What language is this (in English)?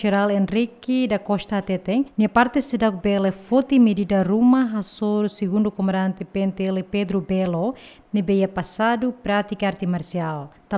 Tetum